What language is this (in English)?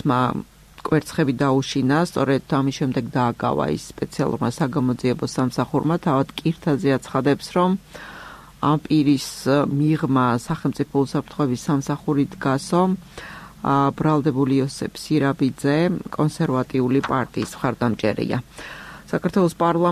Georgian